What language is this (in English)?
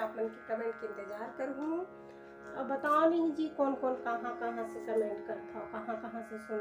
Chhattisgarhi